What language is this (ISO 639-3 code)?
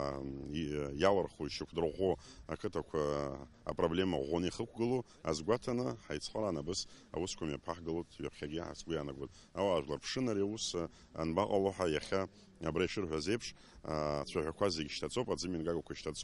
abk